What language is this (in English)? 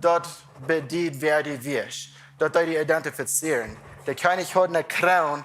Plautdietsch